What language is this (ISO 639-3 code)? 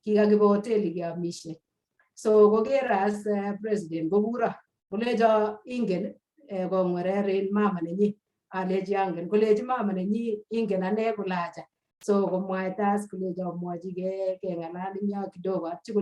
kln